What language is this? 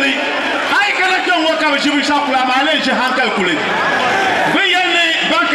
Dagbani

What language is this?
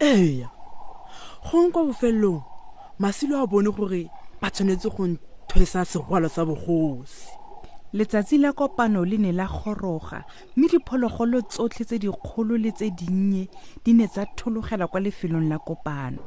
Tswana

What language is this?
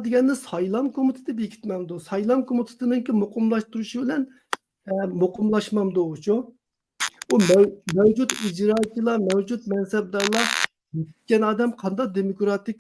Uyghur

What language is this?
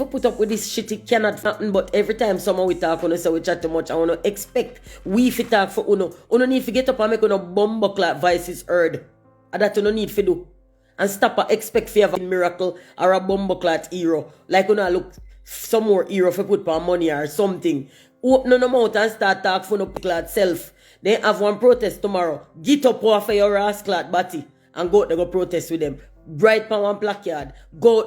Jamaican Creole English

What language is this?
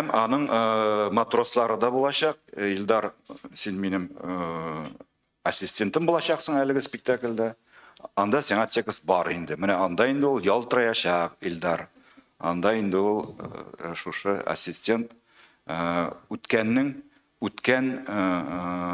Tatar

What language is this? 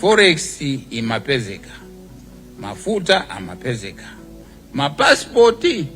Nyanja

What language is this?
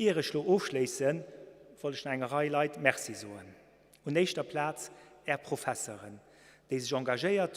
Luxembourgish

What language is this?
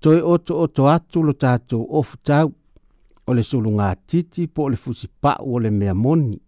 Samoan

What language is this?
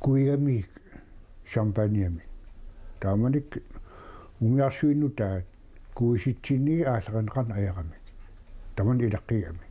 Kalaallisut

